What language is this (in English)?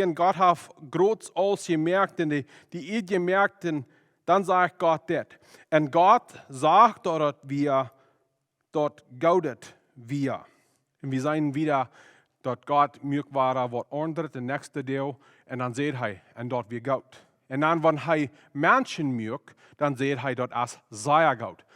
Plautdietsch